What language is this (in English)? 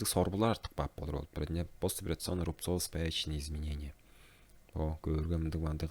Tuvinian